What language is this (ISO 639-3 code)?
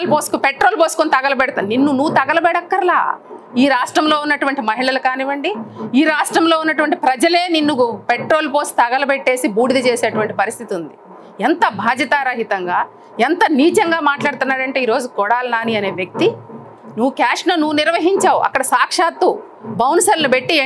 tel